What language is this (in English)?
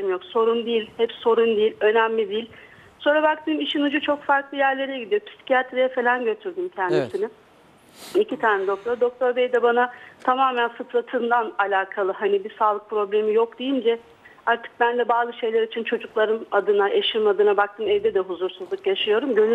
Turkish